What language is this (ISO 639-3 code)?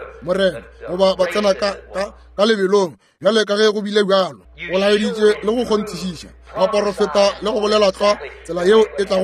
nso